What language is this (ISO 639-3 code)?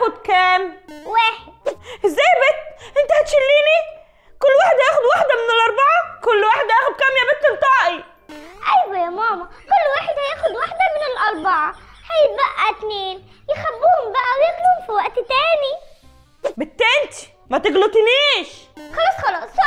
arz